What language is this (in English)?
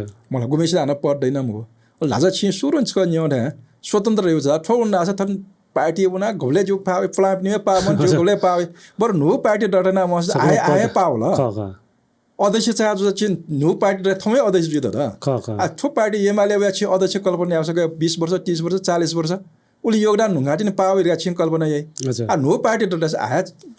Newari